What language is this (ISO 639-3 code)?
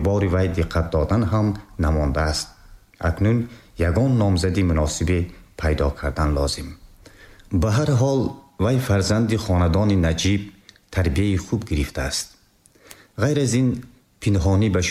tgk